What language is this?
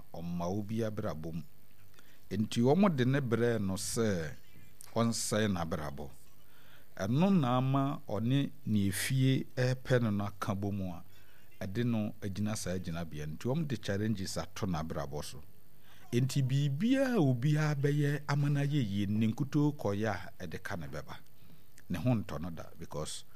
Akan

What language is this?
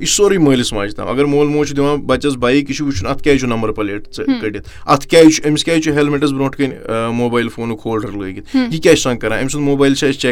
Kashmiri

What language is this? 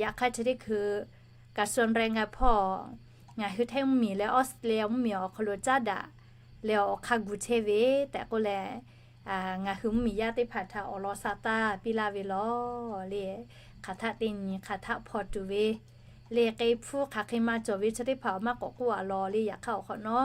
Lahu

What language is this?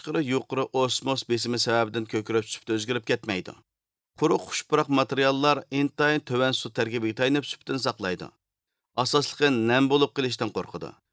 Uyghur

